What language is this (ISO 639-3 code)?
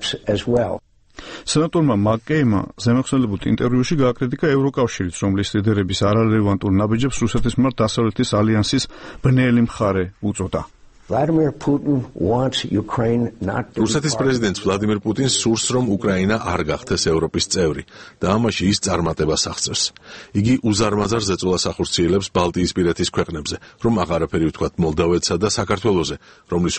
kat